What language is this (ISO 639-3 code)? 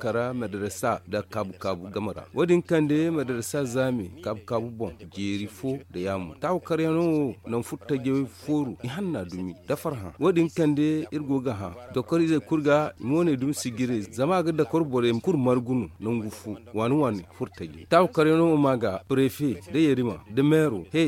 dje